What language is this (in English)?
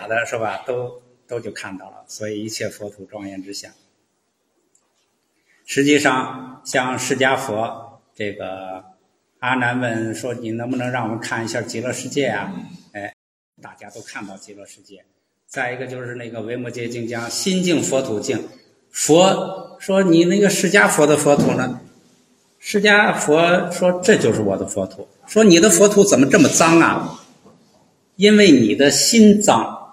Chinese